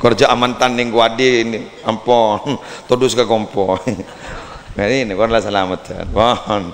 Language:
Madurese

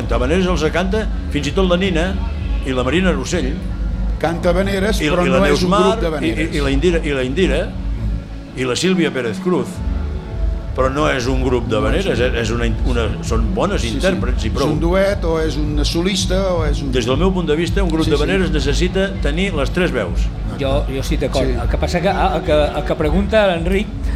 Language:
Catalan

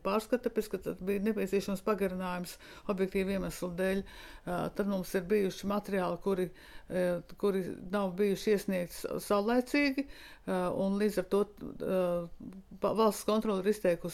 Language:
Latvian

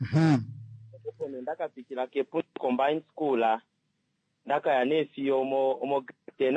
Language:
Kuanyama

